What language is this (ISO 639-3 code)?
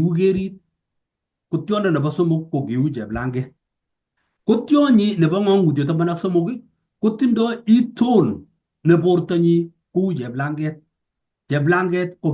kln